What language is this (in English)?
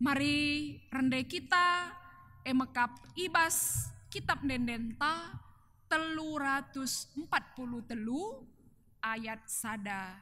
Batak Karo